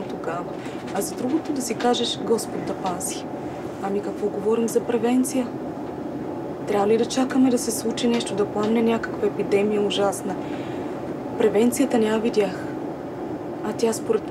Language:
Bulgarian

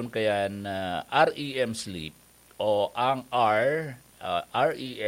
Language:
Bikol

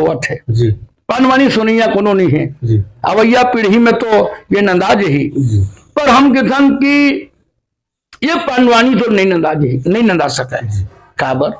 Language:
Chhattisgarhi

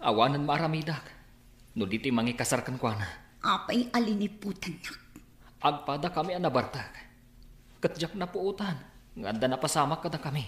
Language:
Iloko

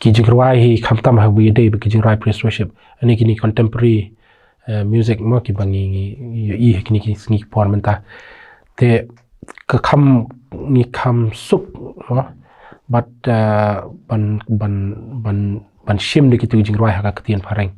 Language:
Khasi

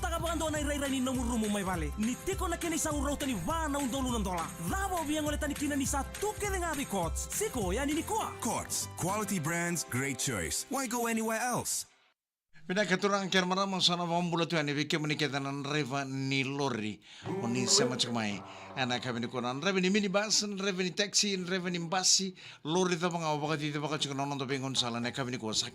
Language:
Fijian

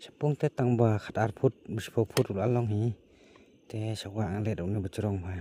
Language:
Khasi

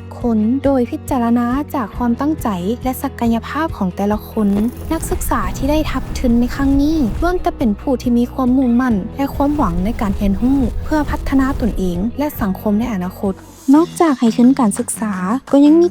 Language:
Lao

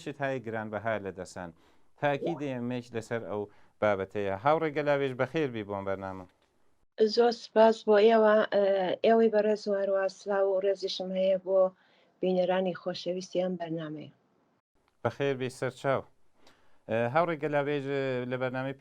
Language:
Central Kurdish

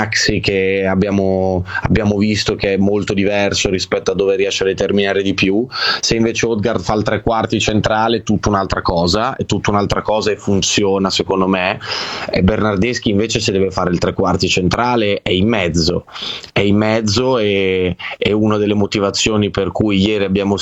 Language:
Italian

